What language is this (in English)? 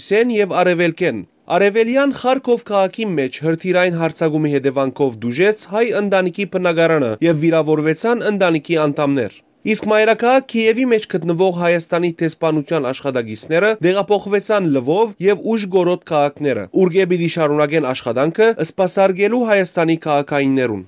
Western Armenian